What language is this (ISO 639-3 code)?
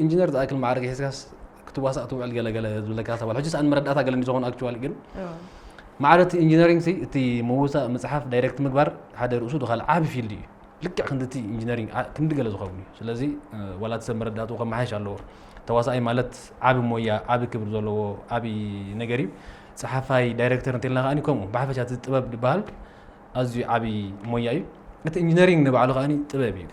tir